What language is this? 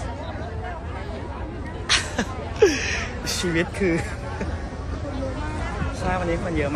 Thai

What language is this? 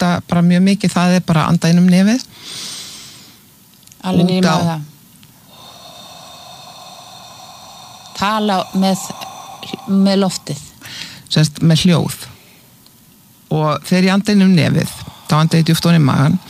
Icelandic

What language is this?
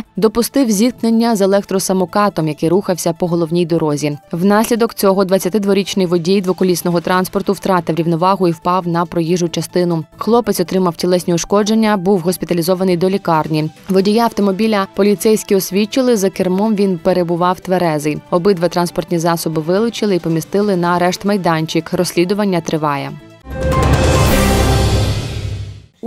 Ukrainian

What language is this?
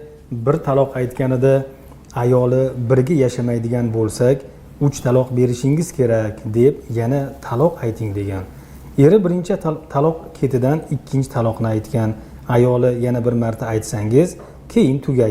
Uzbek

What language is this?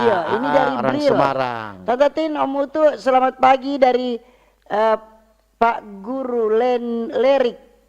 Manado Malay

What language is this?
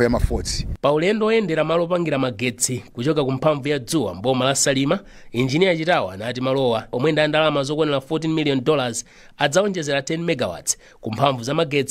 Nyanja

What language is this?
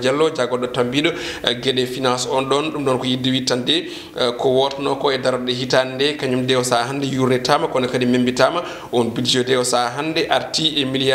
Fula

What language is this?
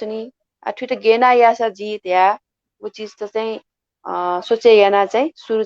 Newari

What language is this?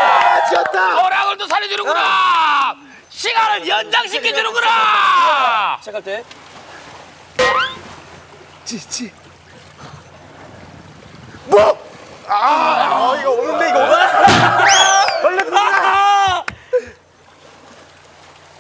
Korean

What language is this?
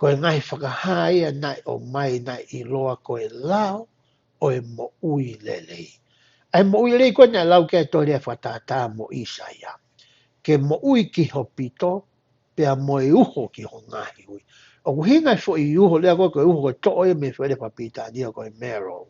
Tongan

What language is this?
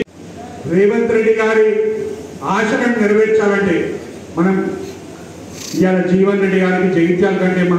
Telugu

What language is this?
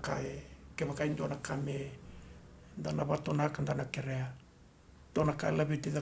Fijian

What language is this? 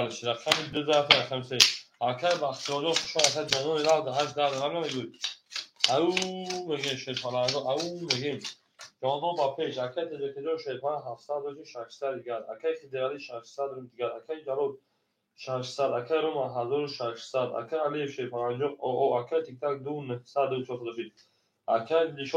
Tajik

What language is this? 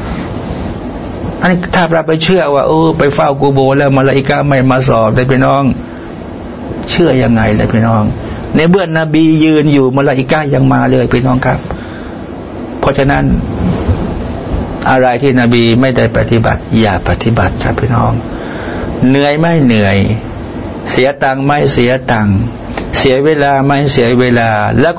Thai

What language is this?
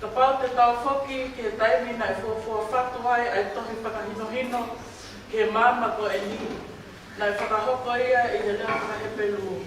Tongan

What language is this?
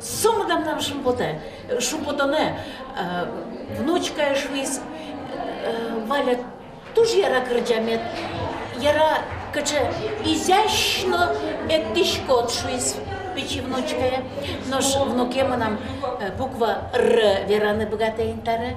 Udmurt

